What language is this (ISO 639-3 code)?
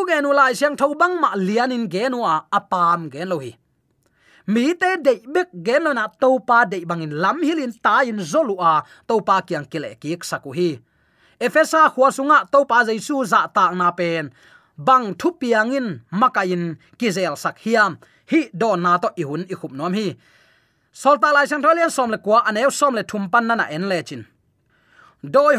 ctd